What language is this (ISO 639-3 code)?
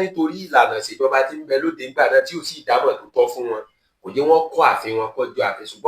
yor